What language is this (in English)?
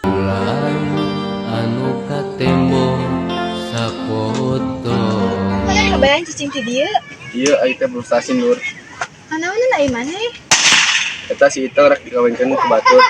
Sundanese